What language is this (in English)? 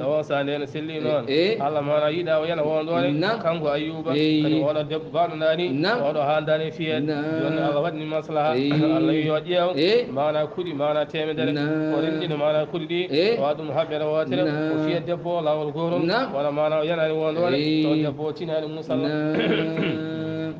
Fula